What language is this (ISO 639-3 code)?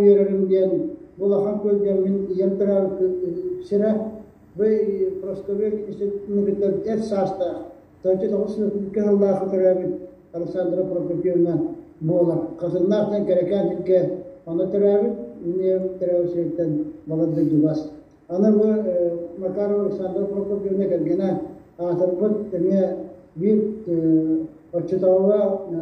sah